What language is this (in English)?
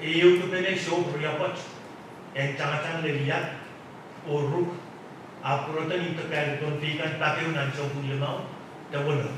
Pohnpeian